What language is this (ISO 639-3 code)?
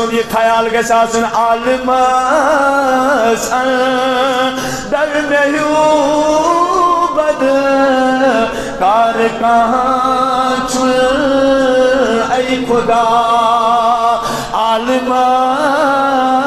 kas